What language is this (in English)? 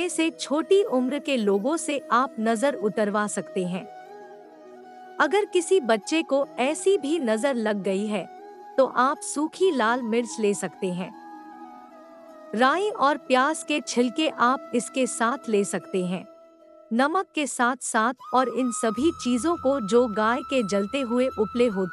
Hindi